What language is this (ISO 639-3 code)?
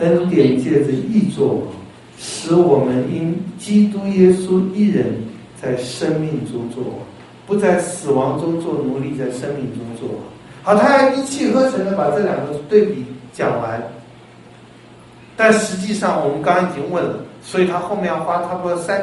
zho